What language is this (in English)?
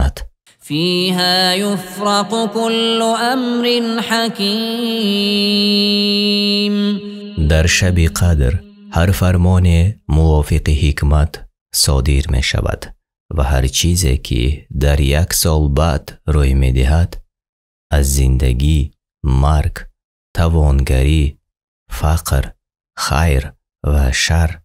Tajik